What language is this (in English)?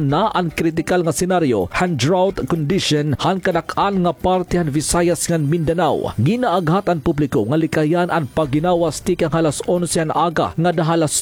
Waray